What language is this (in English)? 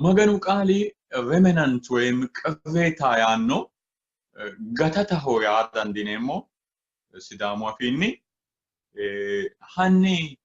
Sidamo